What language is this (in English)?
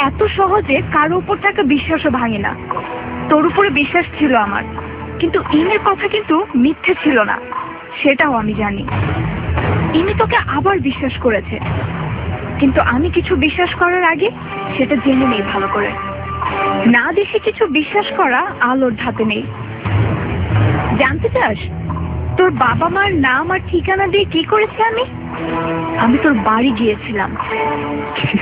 Bangla